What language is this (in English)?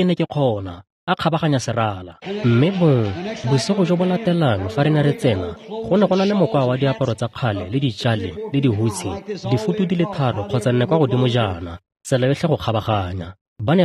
Tswana